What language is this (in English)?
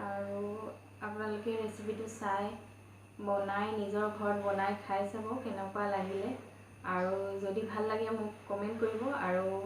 Assamese